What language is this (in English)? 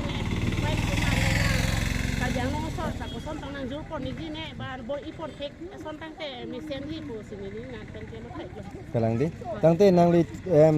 Karbi